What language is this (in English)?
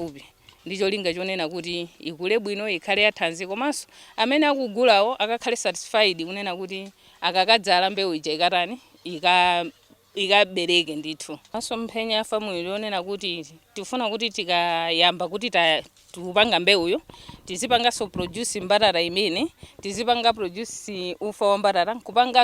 Nyanja